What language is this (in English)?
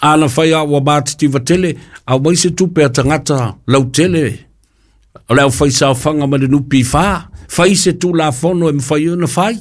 Samoan